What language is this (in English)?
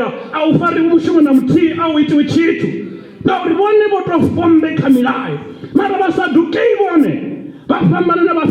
Venda